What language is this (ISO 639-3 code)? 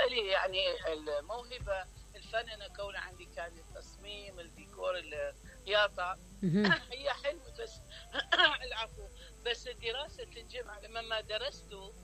acm